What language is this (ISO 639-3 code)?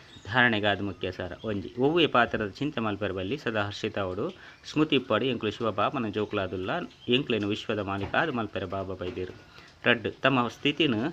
tcy